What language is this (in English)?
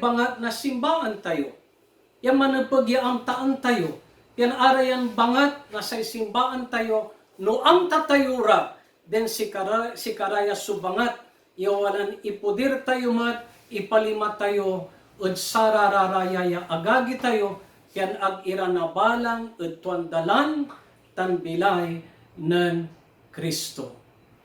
Pangasinan